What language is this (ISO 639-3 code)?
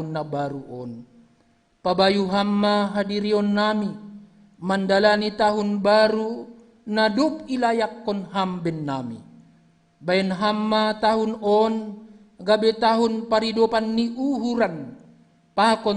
bts